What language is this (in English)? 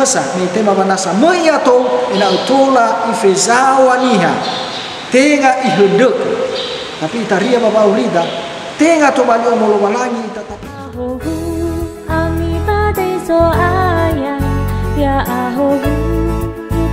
Nias